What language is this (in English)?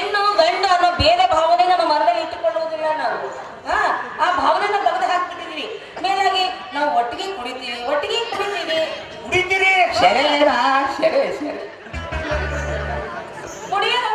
Kannada